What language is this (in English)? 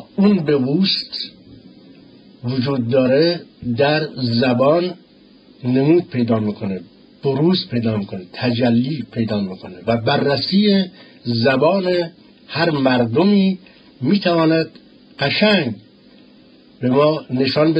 Persian